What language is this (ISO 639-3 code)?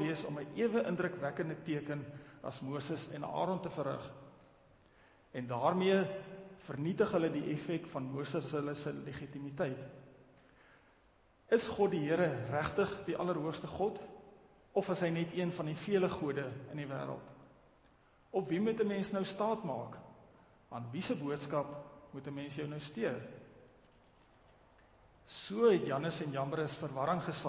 afr